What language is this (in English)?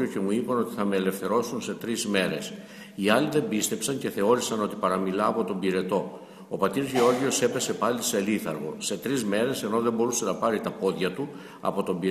Greek